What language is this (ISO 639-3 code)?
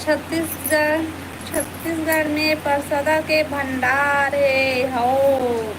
hne